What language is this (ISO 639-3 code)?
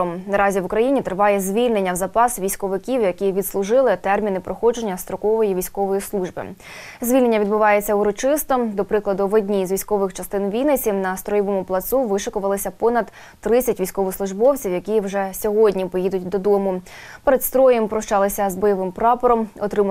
ukr